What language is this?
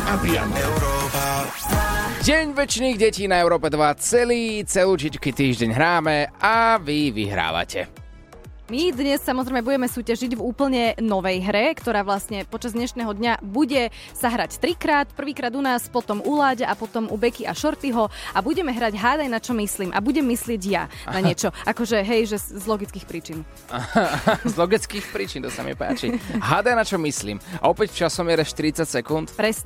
Slovak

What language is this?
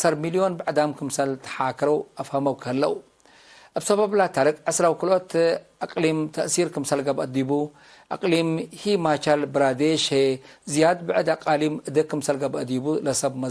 Tigre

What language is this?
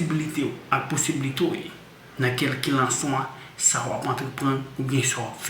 Haitian Creole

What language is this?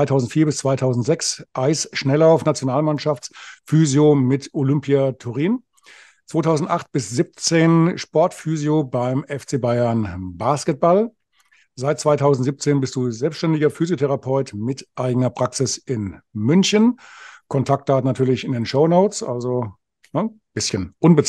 German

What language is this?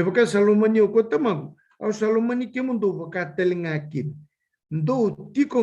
Fijian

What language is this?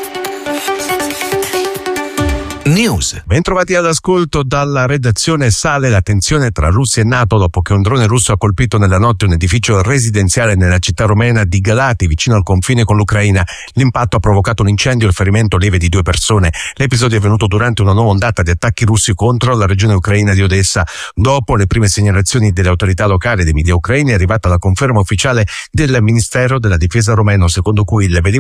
Italian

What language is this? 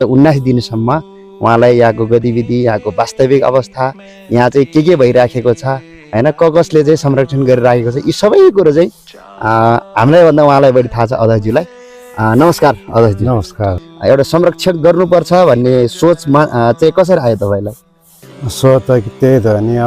Nepali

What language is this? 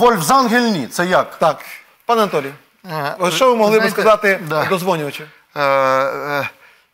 Ukrainian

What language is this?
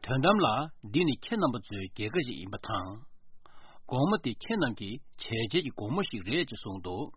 Tibetan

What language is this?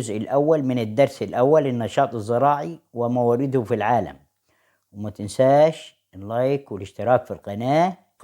Egyptian Arabic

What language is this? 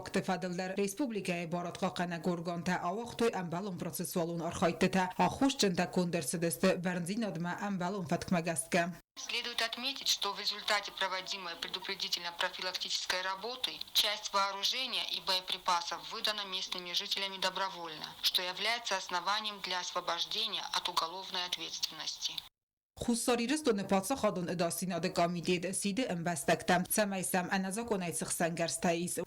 Ossetic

